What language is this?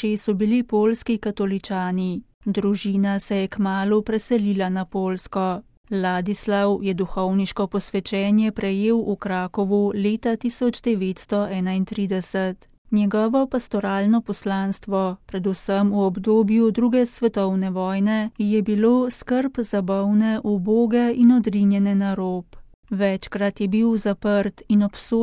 Slovenian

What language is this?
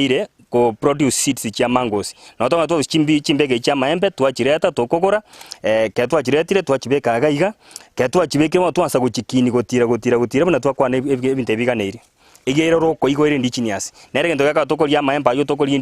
Gusii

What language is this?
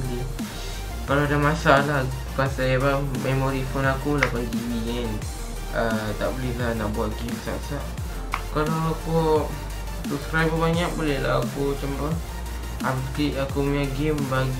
Malay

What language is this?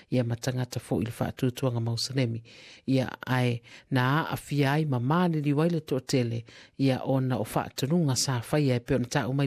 Samoan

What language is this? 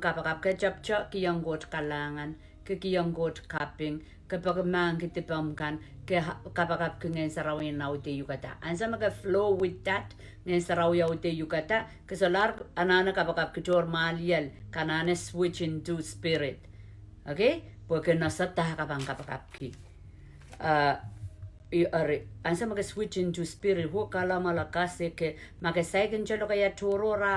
Pohnpeian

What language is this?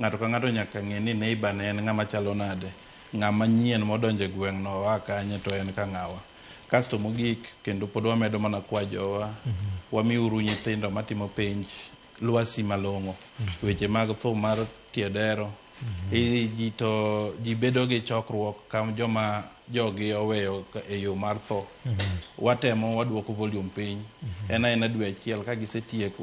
Luo (Kenya and Tanzania)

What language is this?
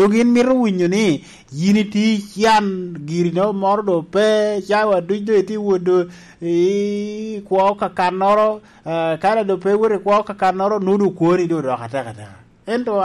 Lango (Uganda)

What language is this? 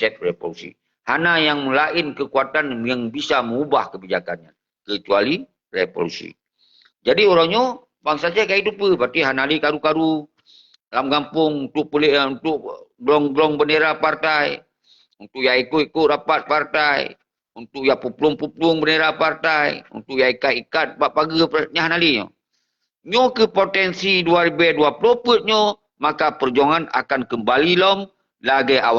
Achinese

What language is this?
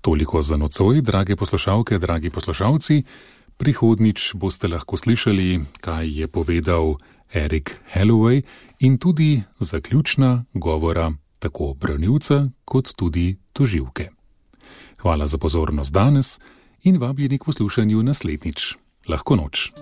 Slovenian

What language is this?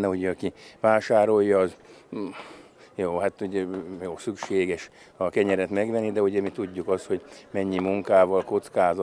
Hungarian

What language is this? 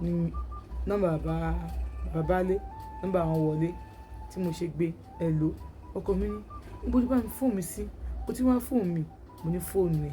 Yoruba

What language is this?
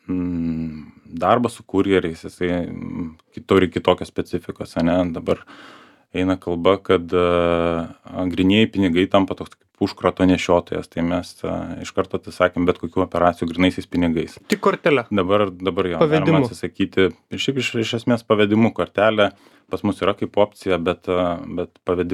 Lithuanian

